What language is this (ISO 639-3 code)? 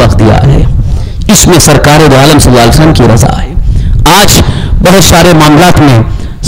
urd